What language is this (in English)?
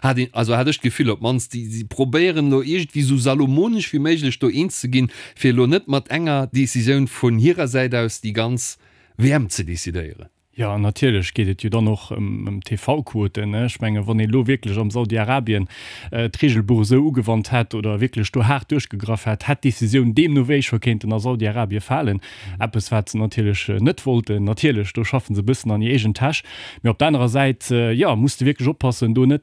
Luxembourgish